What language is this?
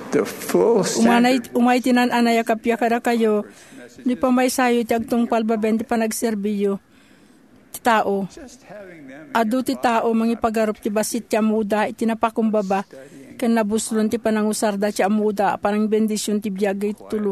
Iloko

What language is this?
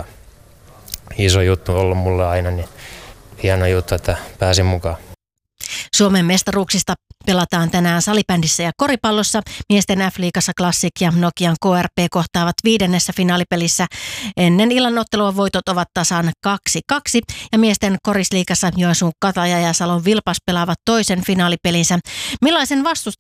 Finnish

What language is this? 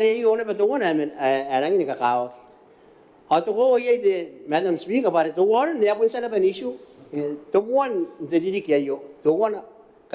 Gilbertese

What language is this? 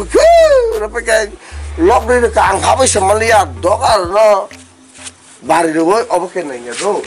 Kok Borok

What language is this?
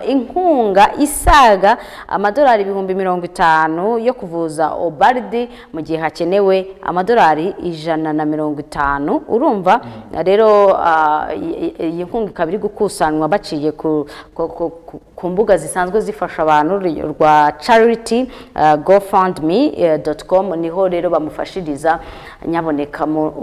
Kinyarwanda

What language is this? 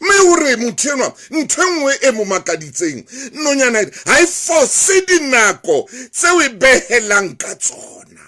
Southern Sotho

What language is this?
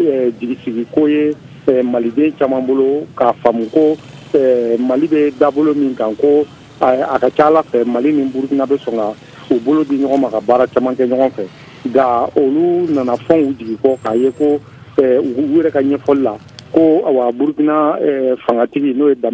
Bambara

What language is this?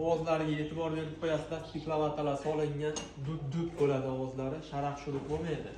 Uzbek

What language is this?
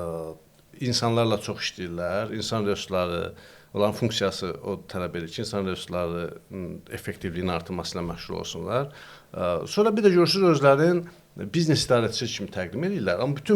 Azerbaijani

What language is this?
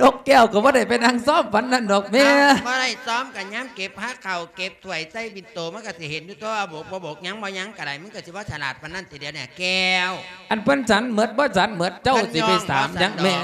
Lao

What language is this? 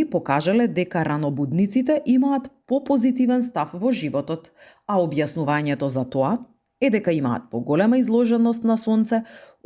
Macedonian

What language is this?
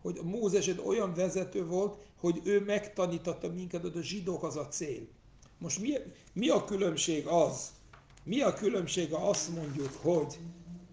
Hungarian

